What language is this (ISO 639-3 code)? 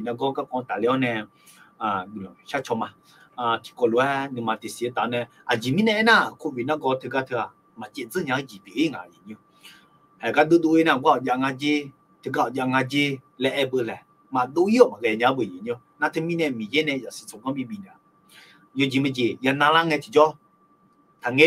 ahk